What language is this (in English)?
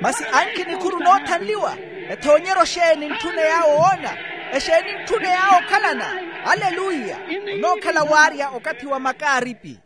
Makhuwa